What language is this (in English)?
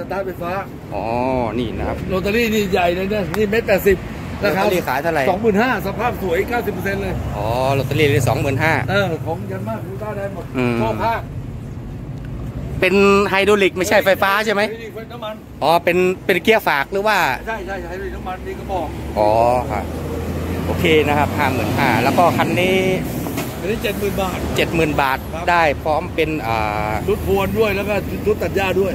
Thai